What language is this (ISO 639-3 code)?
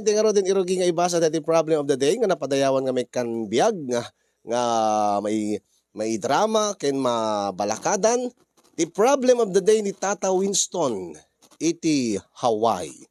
ilo